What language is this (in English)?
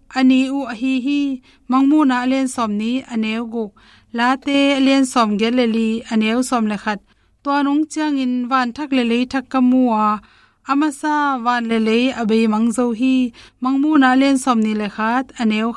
Tedim Chin